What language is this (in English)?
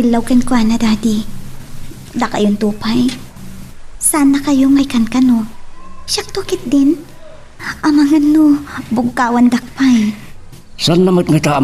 Iloko